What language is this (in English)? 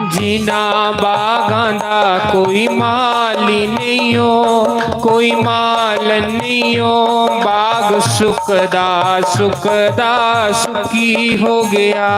Dogri